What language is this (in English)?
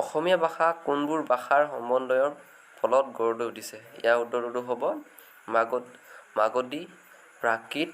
Assamese